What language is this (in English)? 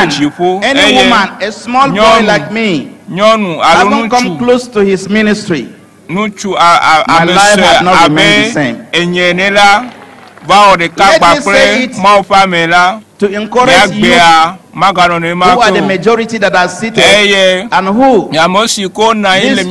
Ewe